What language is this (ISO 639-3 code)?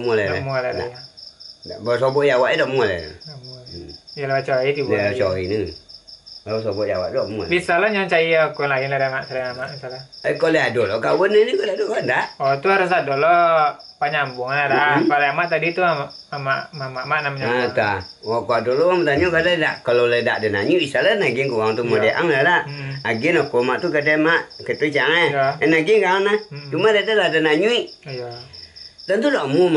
min